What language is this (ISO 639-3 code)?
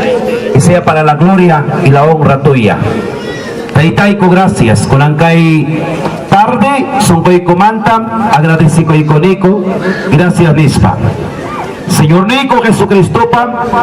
quy